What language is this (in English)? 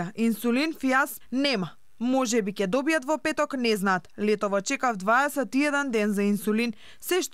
Macedonian